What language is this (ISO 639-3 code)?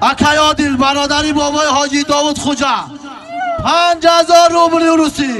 tgk